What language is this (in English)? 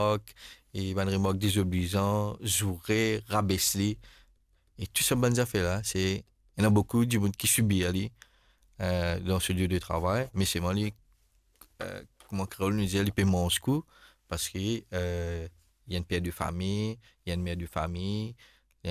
Morisyen